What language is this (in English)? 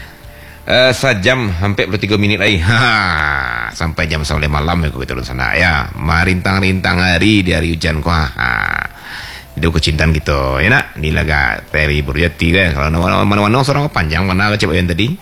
Malay